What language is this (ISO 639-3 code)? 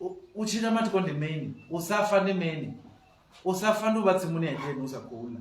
ven